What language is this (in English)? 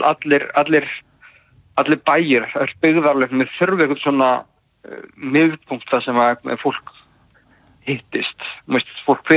Icelandic